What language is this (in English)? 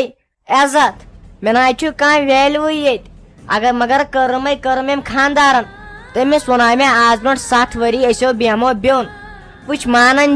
Kashmiri